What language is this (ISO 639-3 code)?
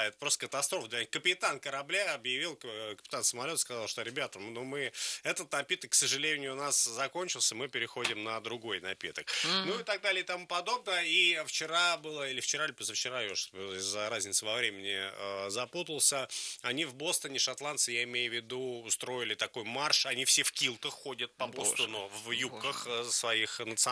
rus